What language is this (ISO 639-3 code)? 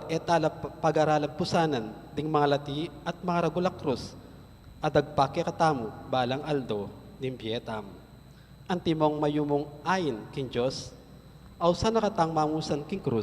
pam